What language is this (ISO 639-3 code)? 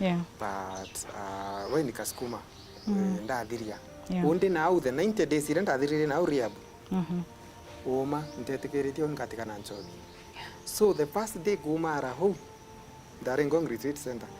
mer